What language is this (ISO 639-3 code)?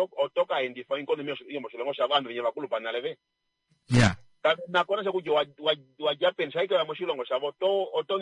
kua